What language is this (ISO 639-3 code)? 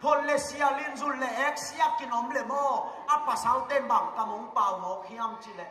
ctd